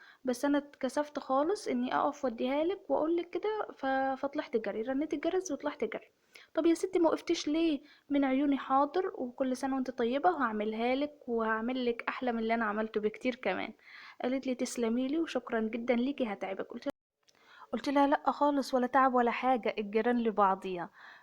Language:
Egyptian Arabic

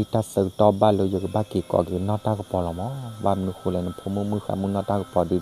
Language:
S'gaw Karen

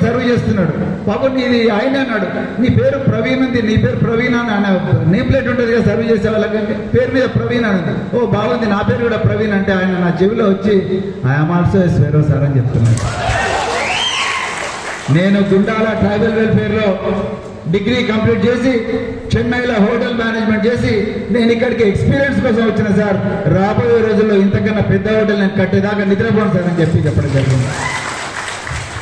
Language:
Telugu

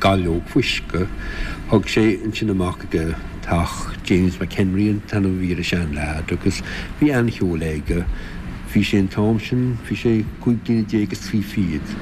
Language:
Irish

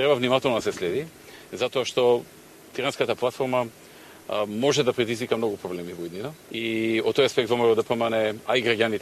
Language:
Macedonian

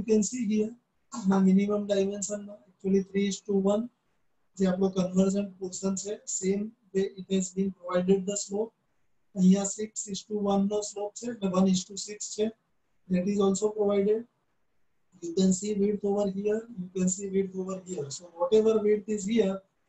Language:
Gujarati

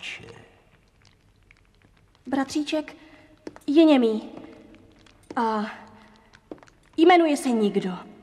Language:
Czech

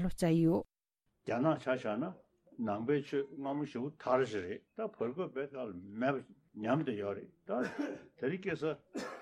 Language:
Tibetan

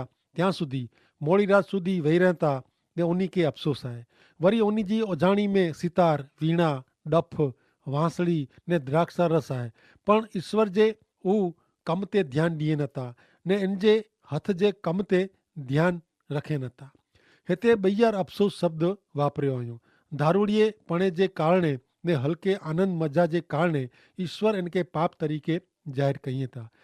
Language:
Kachhi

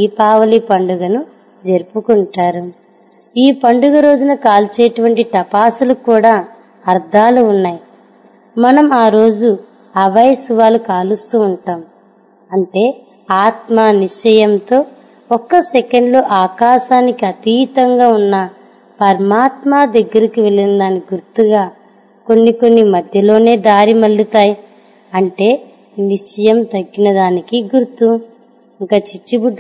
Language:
Telugu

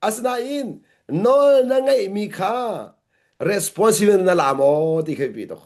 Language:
Hakha Chin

